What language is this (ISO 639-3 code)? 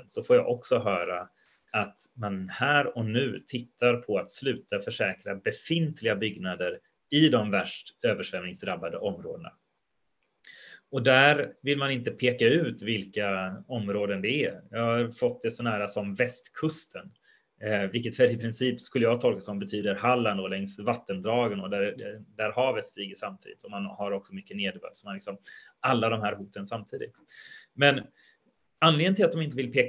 swe